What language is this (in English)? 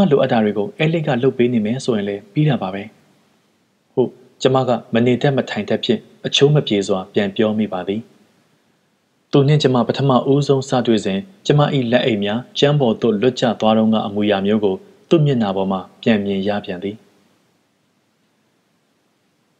Burmese